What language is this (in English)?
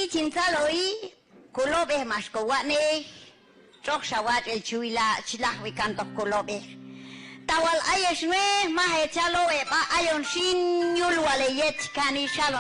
Q'anjob'al